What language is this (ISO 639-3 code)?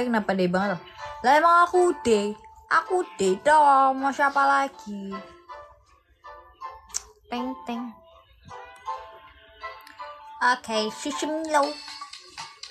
ind